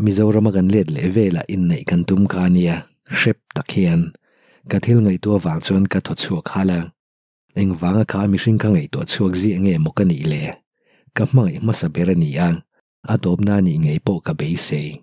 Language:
Mizo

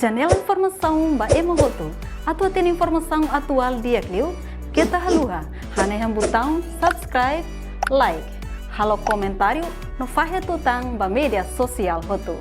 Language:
Tetum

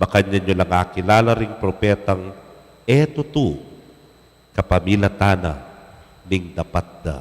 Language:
Pampanga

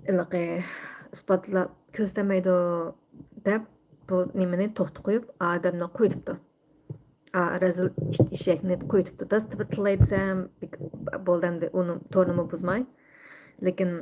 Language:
Uyghur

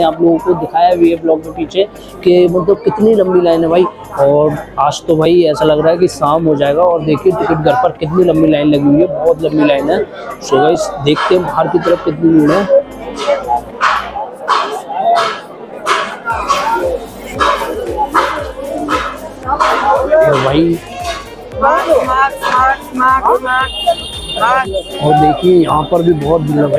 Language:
Hindi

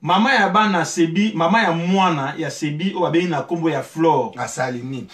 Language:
Lingala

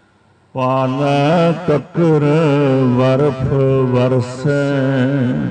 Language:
Punjabi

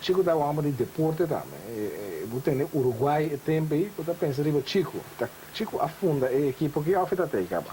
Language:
Papiamento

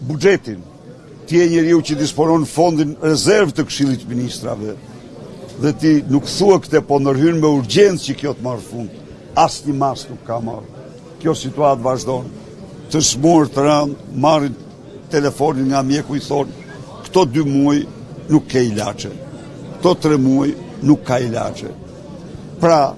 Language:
Albanian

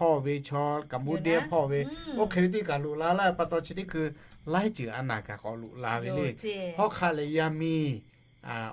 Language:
Lahu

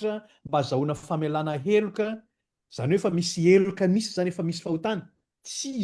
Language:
Malagasy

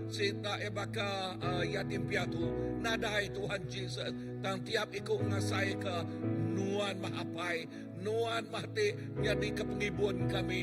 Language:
Iban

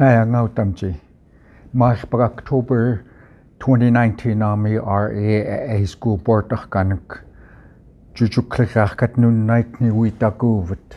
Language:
Central Yupik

